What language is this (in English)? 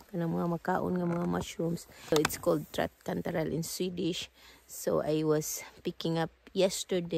Cebuano